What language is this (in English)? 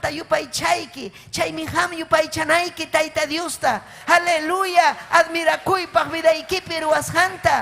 Ayacucho Quechua